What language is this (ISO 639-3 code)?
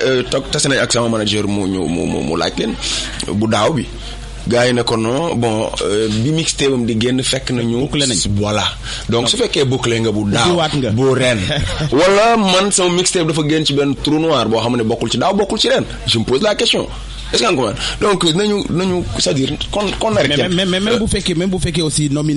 wol